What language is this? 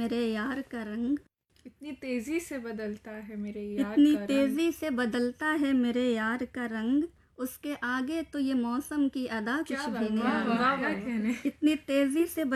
Hindi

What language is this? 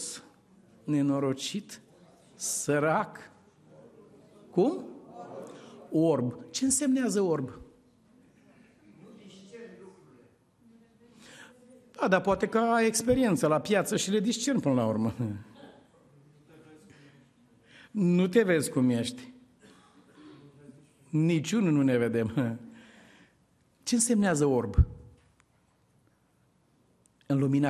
Romanian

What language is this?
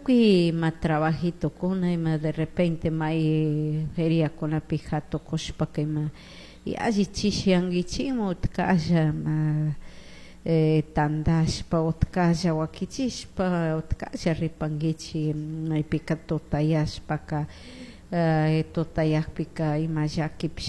Chimborazo Highland Quichua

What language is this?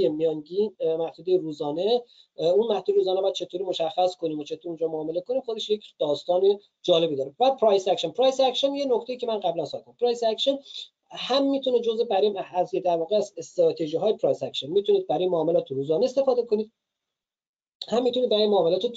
Persian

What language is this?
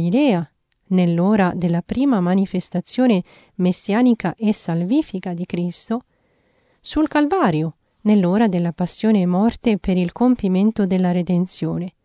Italian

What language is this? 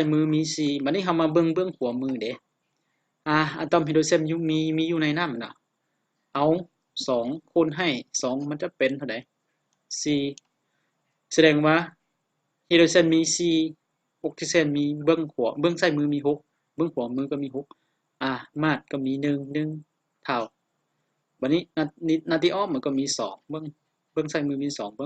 Lao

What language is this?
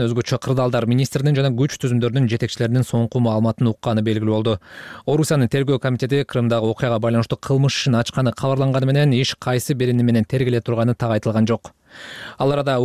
Kyrgyz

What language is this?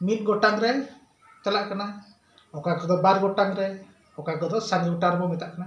Santali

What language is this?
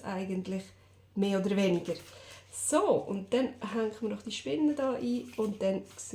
Swiss German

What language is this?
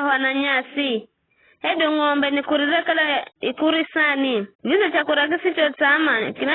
Giryama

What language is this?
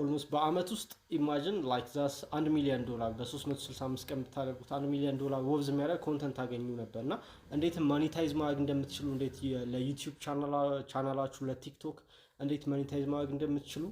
Amharic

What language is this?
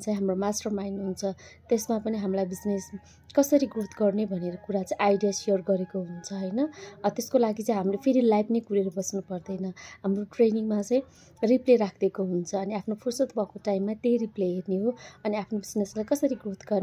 Nepali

